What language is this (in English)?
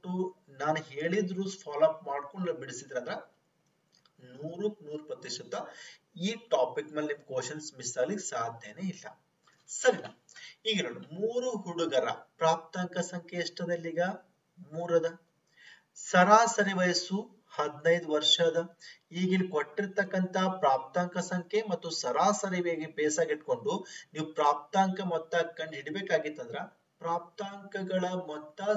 Kannada